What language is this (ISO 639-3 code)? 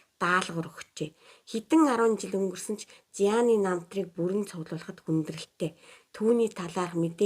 mon